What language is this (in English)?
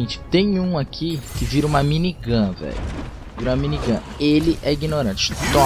Portuguese